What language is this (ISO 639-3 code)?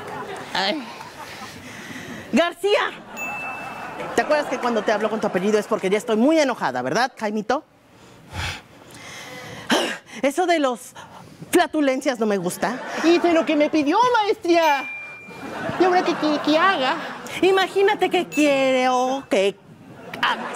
spa